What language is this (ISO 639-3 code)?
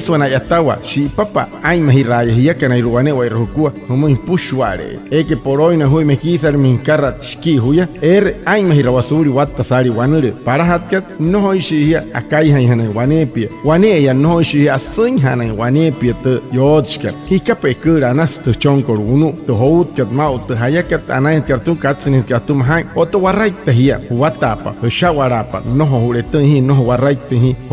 guc